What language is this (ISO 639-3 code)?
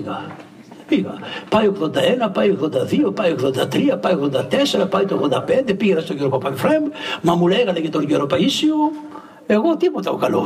ell